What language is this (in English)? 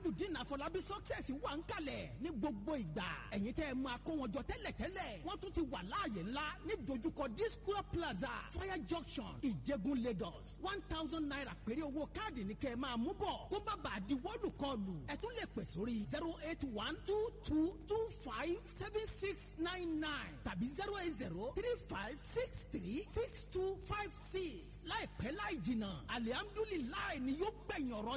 Yoruba